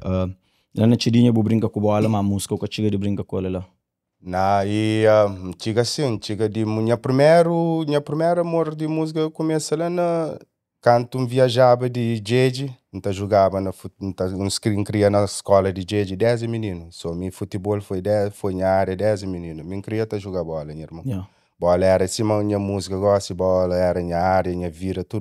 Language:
Kabuverdianu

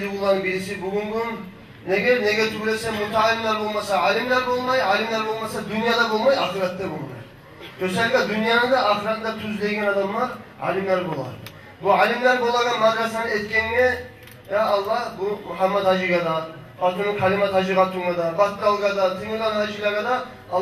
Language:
Kumyk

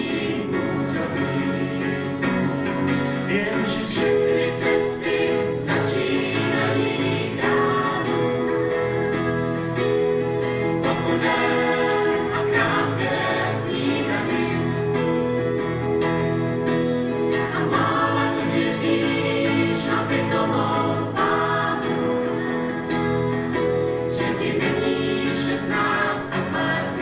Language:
Czech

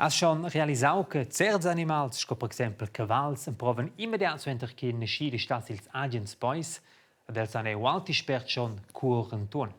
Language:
Romansh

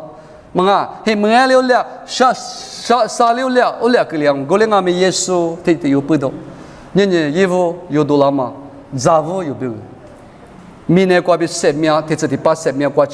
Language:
Lisu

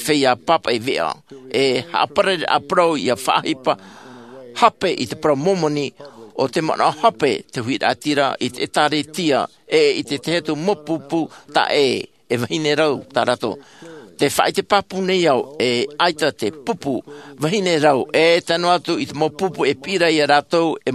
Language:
Tahitian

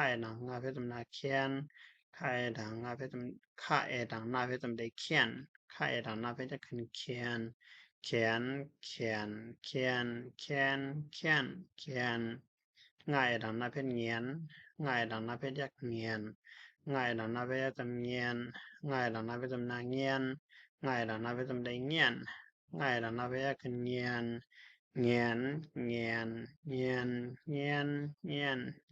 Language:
Shan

